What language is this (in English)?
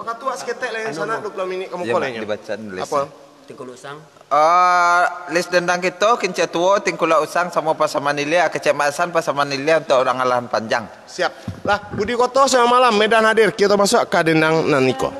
Minangkabau